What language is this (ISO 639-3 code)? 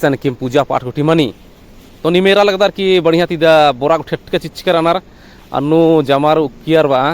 kru